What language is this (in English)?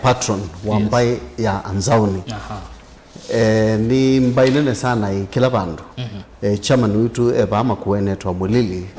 Kamba